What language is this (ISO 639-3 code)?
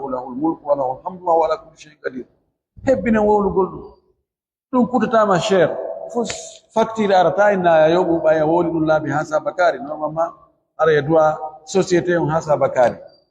fuf